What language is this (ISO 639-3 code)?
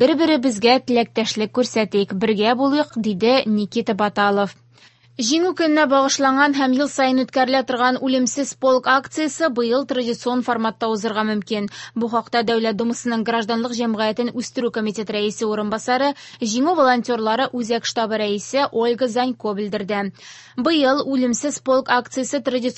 tat